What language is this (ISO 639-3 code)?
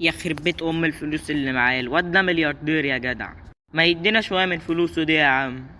arz